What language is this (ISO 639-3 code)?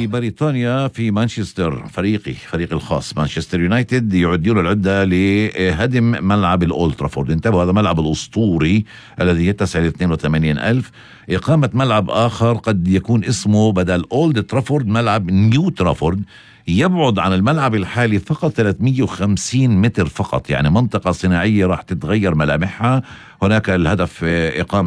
apc